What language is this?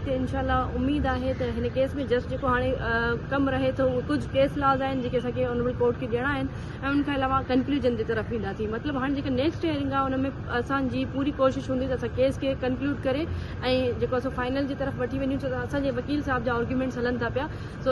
Sindhi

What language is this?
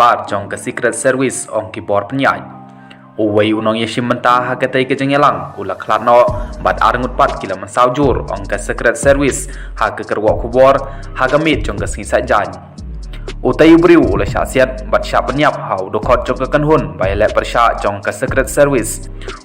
Khasi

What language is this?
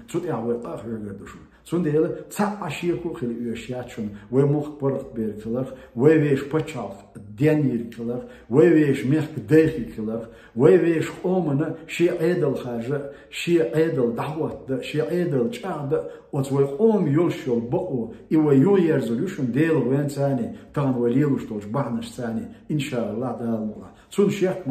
Chechen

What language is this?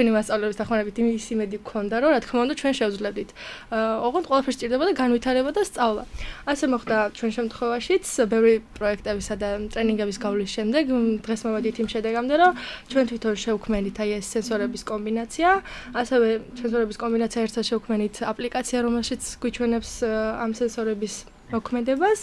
Georgian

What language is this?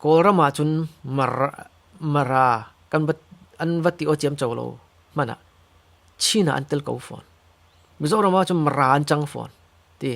Falam Chin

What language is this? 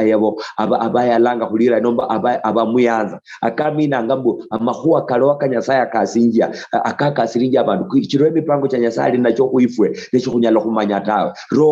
Luyia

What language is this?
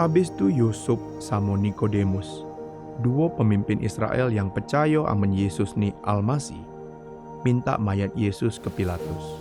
Musi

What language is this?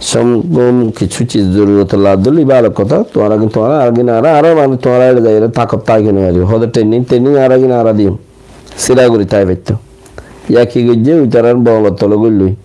Rohingya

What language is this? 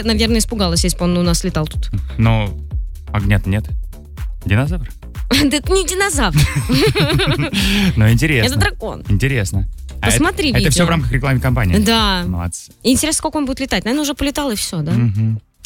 Russian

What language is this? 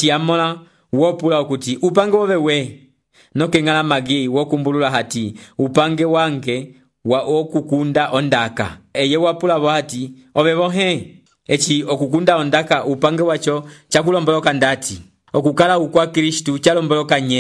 Umbundu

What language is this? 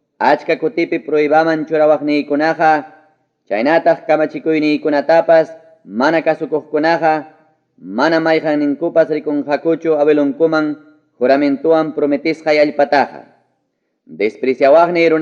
Ayacucho Quechua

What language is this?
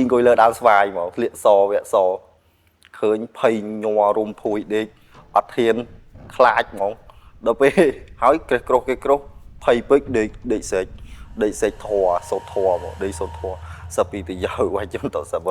Khmer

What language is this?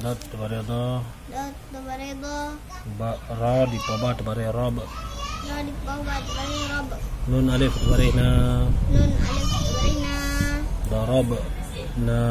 Achinese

